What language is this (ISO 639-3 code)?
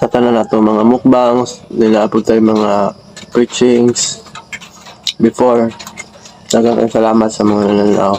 ceb